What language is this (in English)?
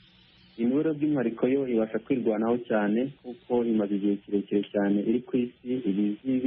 Kinyarwanda